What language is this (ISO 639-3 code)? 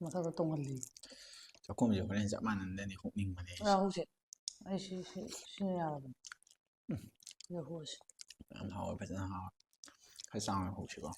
mni